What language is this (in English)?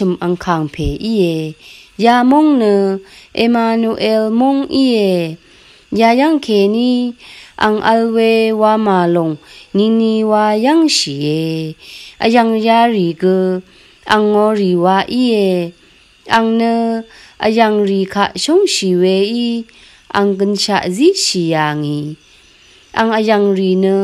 Rawang